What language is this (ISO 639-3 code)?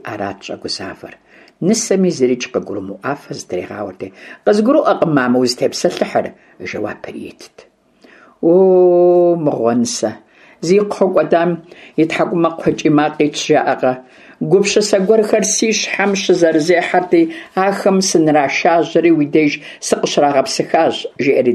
kbd